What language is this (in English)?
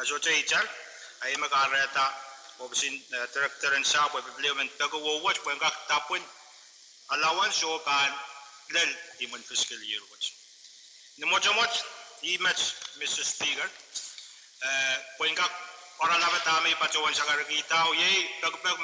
Pohnpeian